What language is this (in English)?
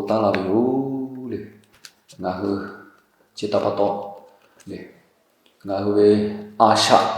Lahu